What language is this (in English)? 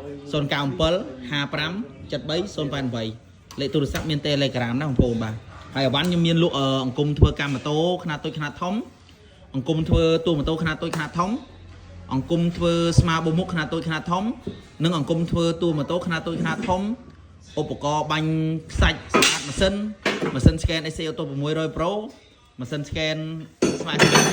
Khmer